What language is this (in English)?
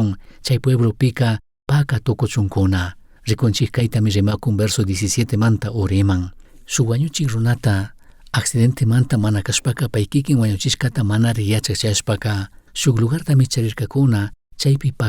Chimborazo Highland Quichua